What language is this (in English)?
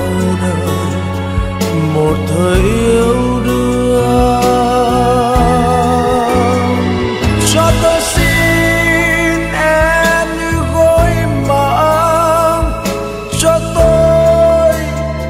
Vietnamese